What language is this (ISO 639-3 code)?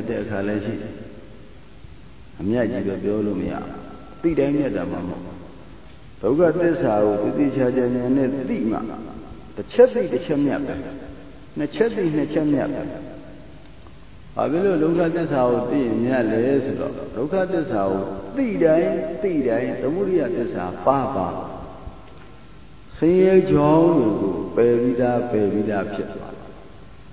mya